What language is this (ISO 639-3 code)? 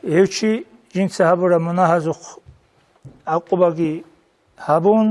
ava